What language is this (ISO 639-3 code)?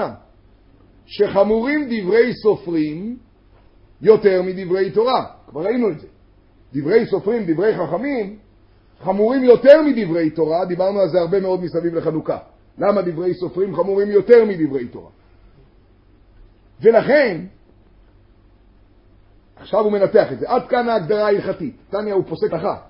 heb